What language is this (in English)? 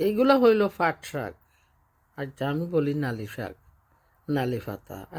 Sylheti